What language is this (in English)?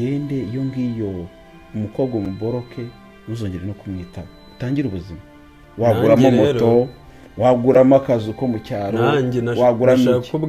Kinyarwanda